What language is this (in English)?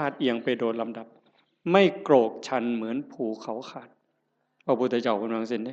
Northeastern Thai